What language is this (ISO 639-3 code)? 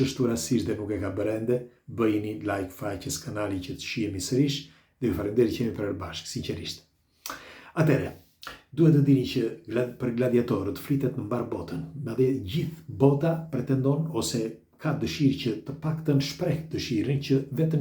sqi